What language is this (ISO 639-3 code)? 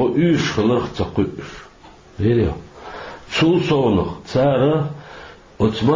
che